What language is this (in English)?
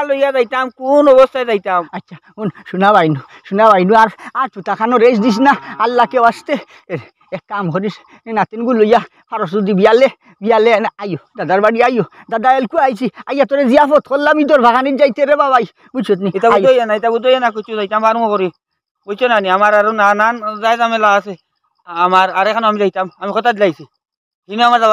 Sylheti